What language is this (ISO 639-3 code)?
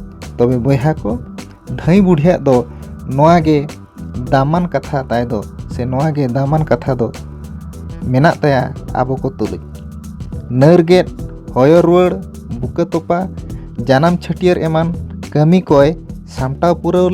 sat